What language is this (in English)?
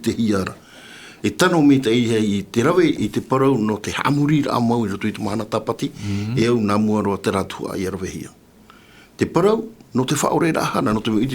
Tahitian